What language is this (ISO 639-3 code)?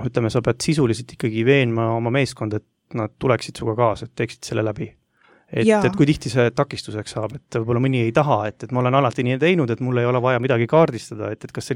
est